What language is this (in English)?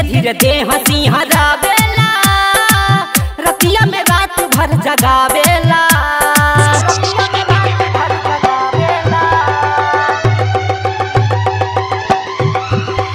Bhojpuri